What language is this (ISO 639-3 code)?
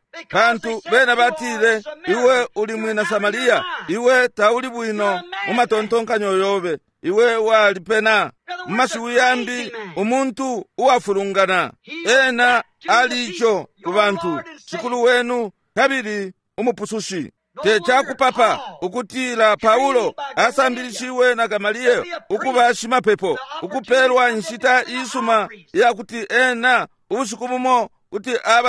bem